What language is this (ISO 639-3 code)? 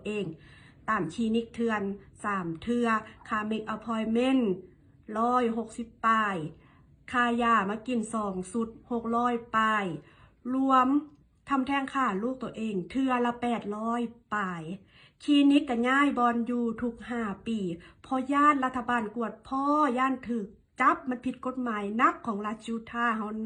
lao